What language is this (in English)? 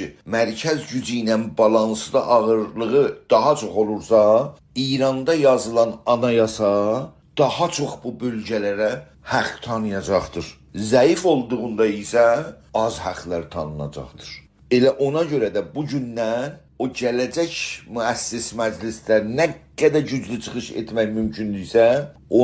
South Azerbaijani